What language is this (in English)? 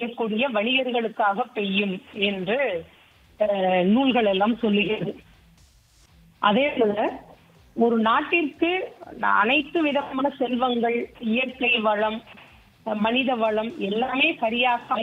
Tamil